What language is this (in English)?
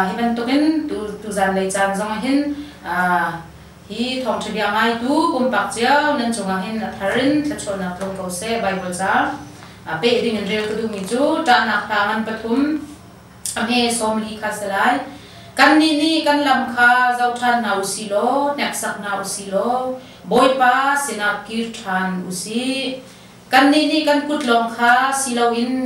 Hakha Chin